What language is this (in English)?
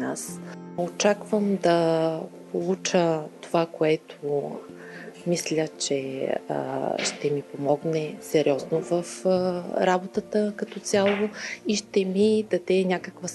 Bulgarian